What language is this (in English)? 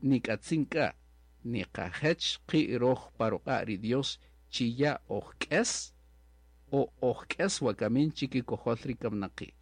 Kaqchikel